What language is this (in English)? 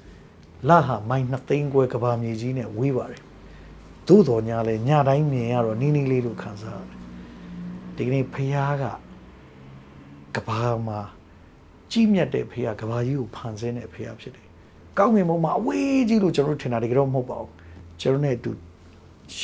Burmese